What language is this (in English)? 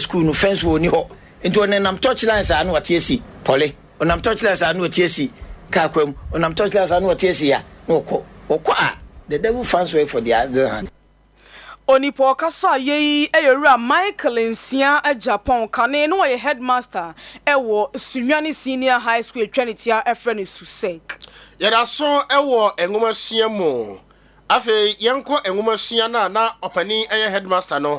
Akan